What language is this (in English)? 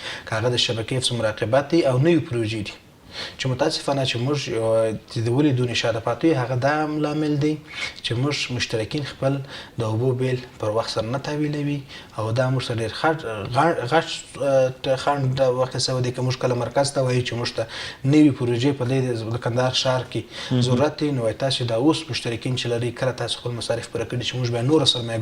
Pashto